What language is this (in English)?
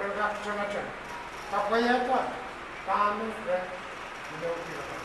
Pohnpeian